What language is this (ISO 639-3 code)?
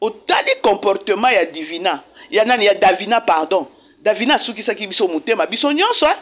lin